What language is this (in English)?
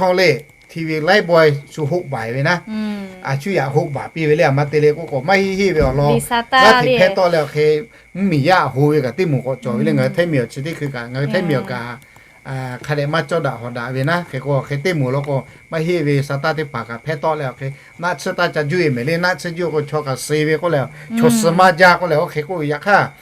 Lahu